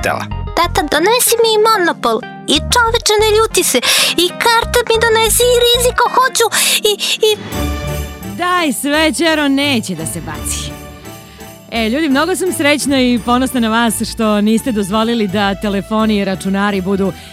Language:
Serbian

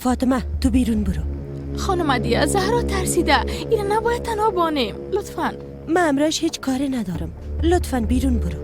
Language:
Persian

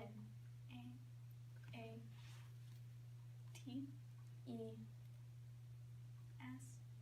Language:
Chippewa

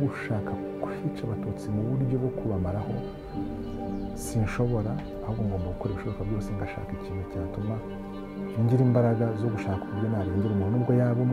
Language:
Kinyarwanda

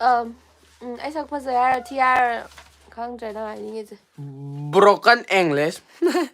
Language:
Manipuri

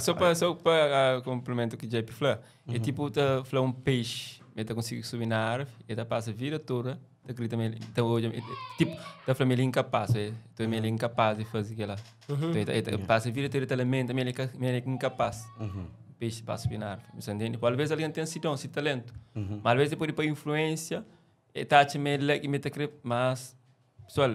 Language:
Kabuverdianu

